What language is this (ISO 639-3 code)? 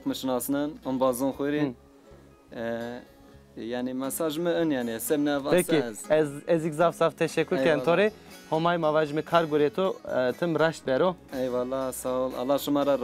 zza